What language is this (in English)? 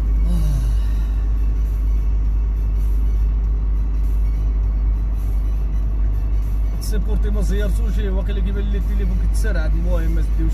Moroccan Arabic